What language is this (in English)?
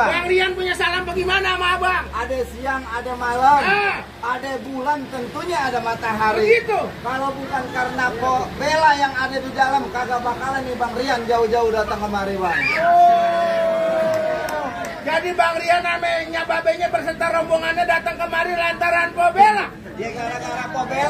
Betawi